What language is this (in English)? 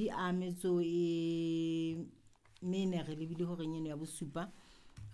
Southern Sotho